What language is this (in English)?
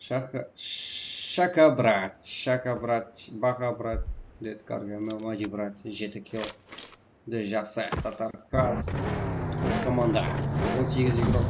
Kara-Kalpak